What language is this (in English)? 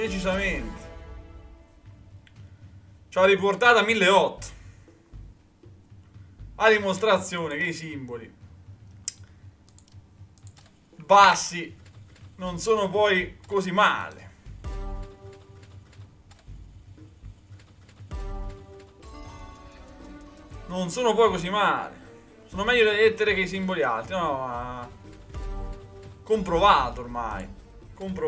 Italian